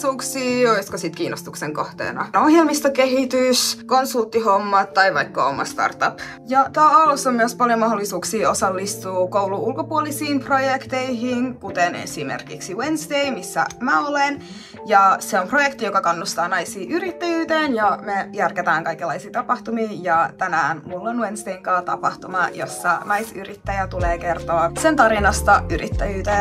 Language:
Finnish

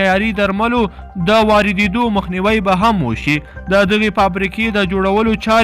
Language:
Pashto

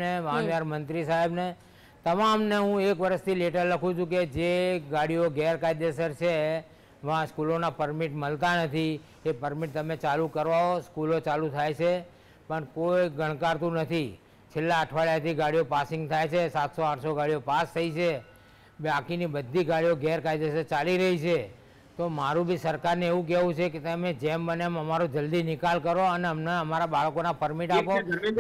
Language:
Gujarati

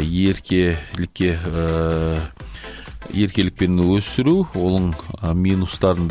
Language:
Kazakh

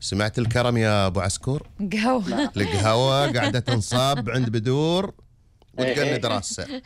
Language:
Gulf Arabic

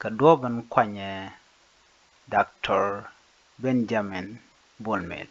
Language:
Nuer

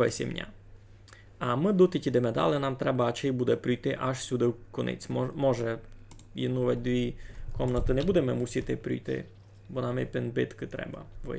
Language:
Rusyn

